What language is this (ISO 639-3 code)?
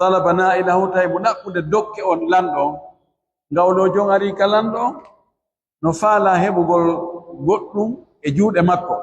fuf